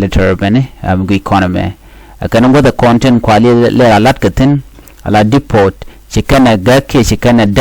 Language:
Nuer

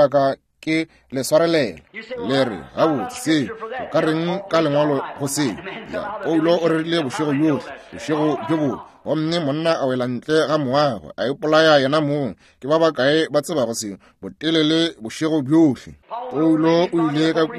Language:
Northern Sotho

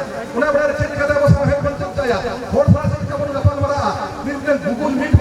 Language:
Santali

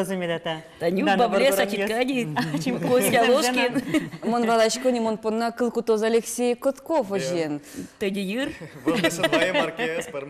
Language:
Udmurt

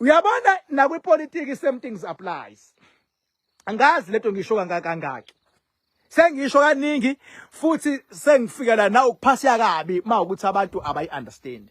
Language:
Zulu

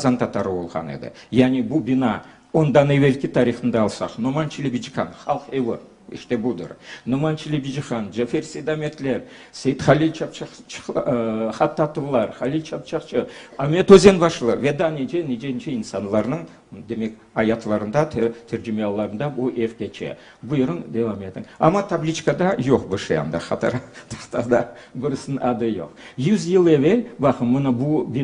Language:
Crimean Tatar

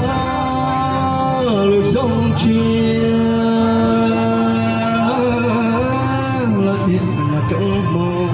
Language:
Hmong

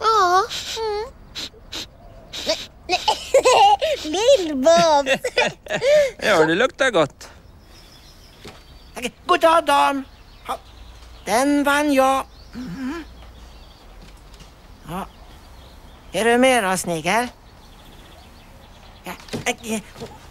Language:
Swedish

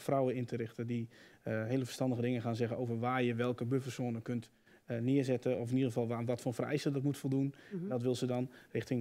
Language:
Dutch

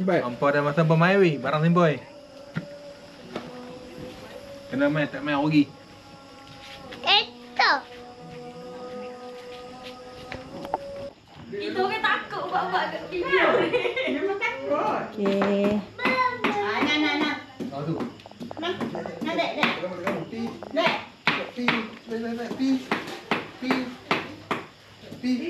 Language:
Malay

